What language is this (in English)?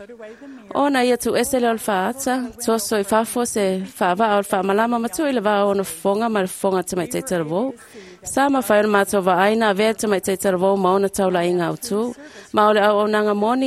Samoan